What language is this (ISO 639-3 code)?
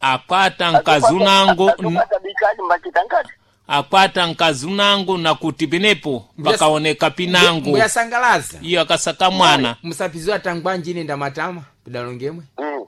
seh